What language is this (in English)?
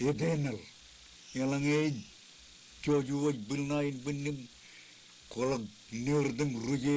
Marshallese